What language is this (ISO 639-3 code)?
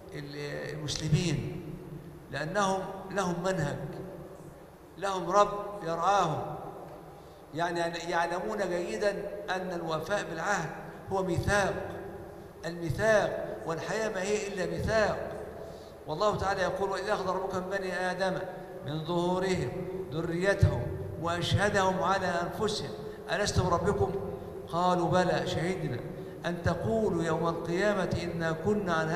ara